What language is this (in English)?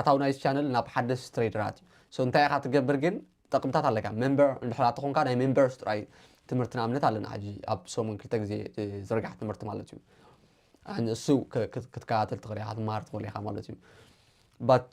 Tigrinya